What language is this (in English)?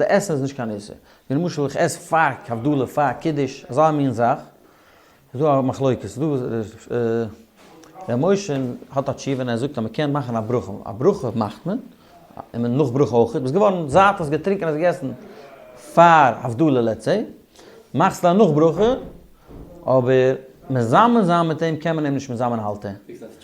Yiddish